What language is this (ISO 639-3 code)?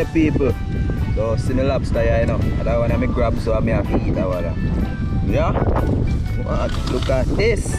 jam